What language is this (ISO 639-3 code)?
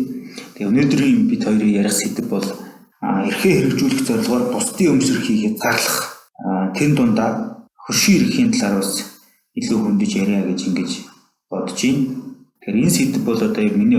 mon